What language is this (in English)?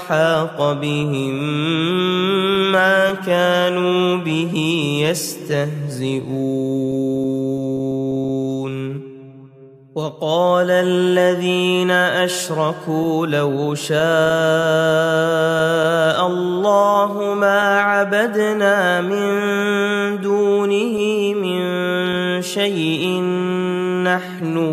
Arabic